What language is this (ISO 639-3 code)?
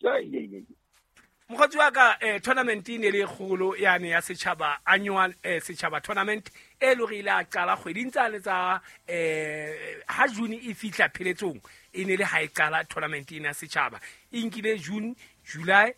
sot